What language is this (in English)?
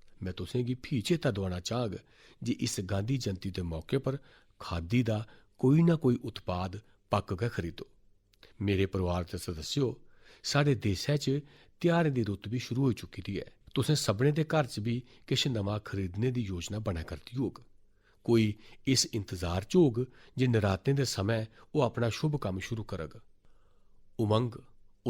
Dogri